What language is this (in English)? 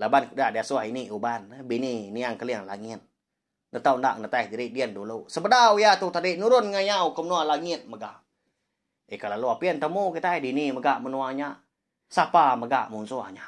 Iban